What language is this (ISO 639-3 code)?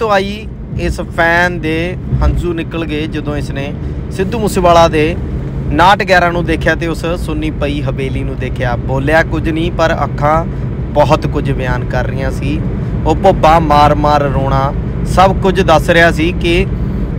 pan